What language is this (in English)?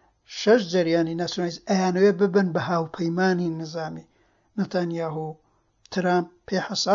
Central Kurdish